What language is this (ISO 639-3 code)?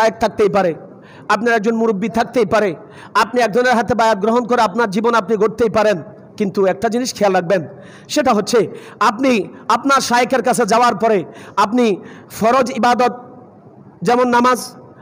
ben